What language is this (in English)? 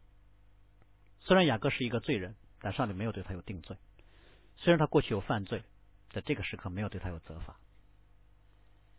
Chinese